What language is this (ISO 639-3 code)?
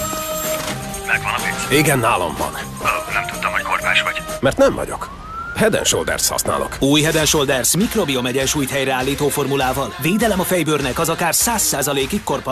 hun